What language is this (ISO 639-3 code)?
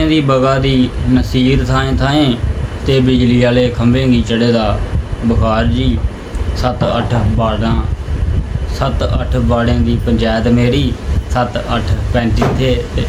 doi